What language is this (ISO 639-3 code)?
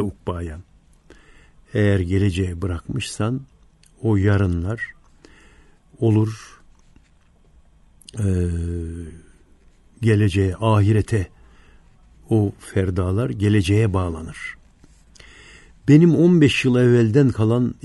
tur